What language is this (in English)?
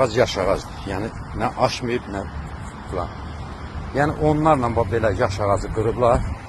Azerbaijani